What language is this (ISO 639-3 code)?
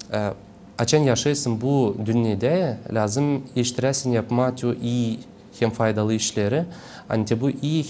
gag